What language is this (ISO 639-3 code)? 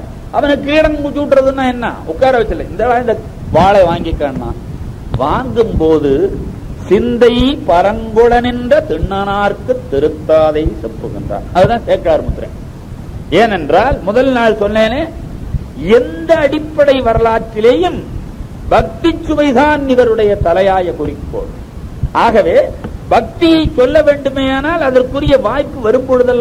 tam